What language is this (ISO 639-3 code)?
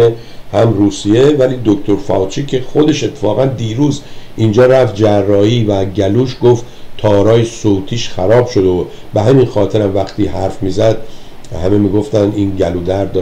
fas